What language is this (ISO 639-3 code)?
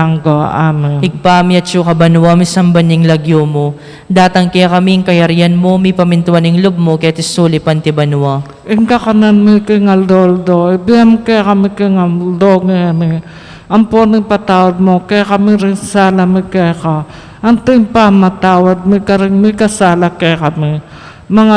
pam